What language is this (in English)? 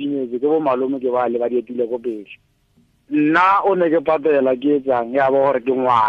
Tswana